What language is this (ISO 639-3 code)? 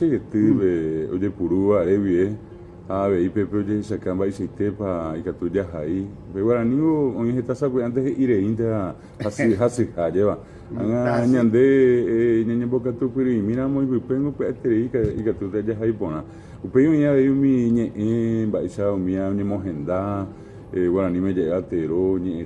grn